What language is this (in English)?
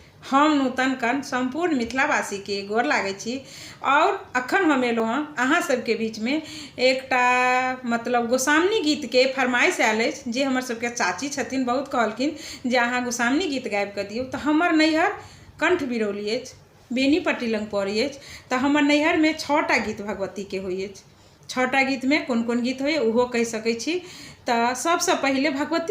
Maithili